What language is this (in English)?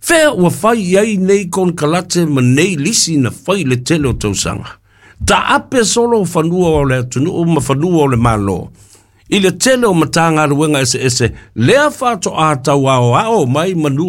Samoan